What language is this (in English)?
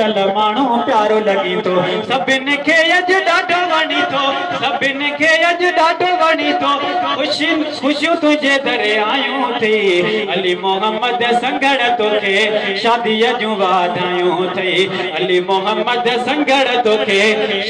Sindhi